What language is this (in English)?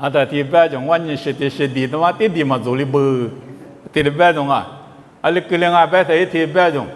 Lisu